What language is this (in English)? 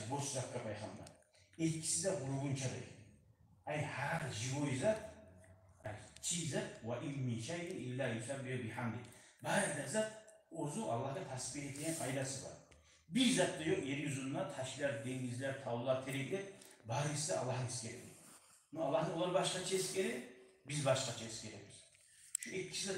Kumyk